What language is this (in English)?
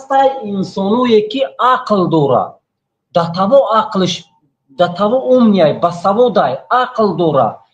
Tajik